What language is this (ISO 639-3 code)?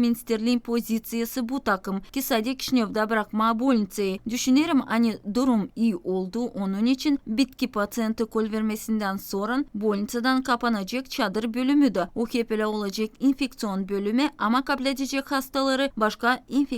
gag